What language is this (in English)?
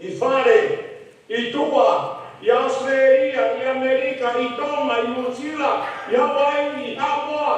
Tongan